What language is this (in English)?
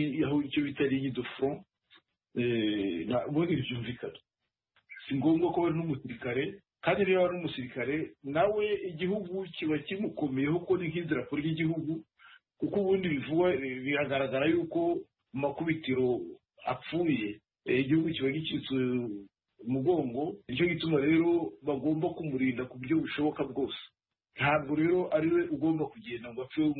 Kinyarwanda